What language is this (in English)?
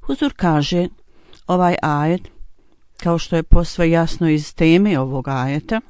Bosnian